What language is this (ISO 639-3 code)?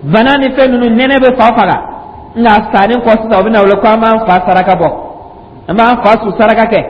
dyu